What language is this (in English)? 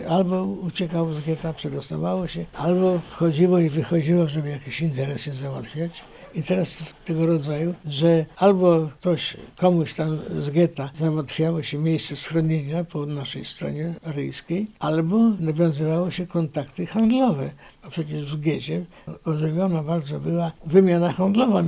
Polish